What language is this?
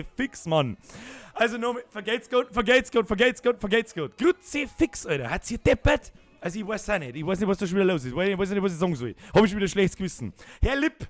Bavarian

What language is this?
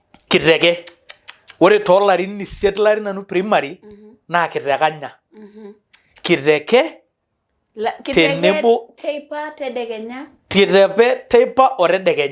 Masai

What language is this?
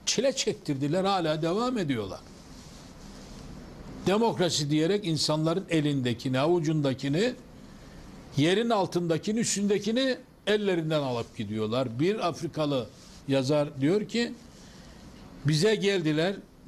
Turkish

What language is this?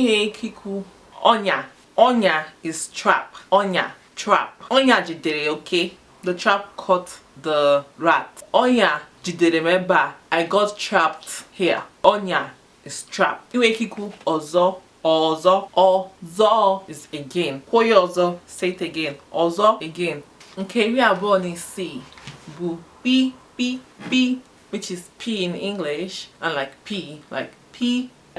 Igbo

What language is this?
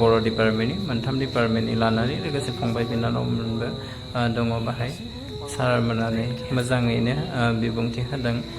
Bodo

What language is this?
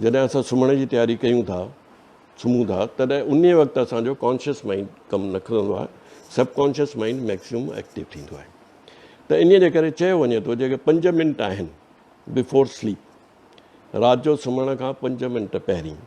Sindhi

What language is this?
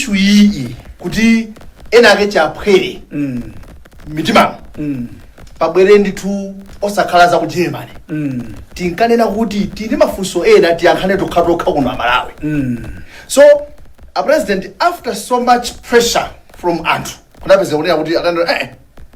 Nyanja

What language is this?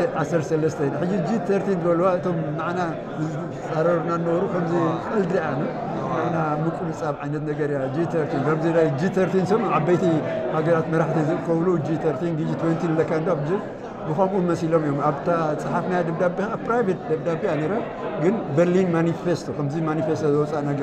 Tigrinya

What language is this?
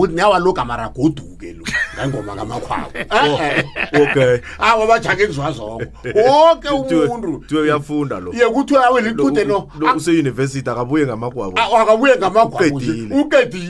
South Ndebele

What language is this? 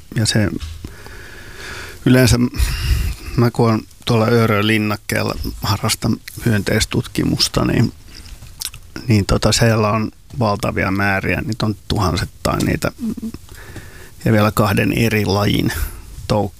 Finnish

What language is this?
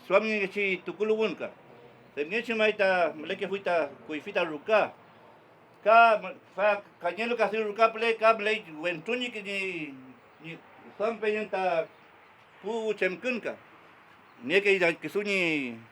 Mapuche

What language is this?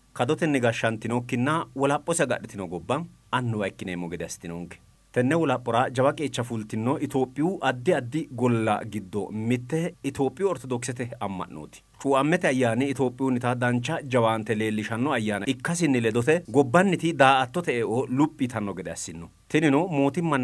Sidamo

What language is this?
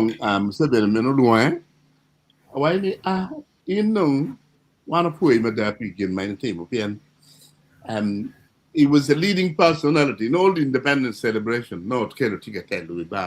Acoli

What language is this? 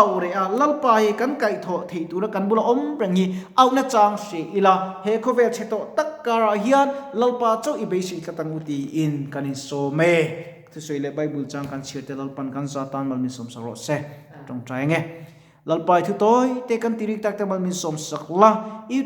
Mizo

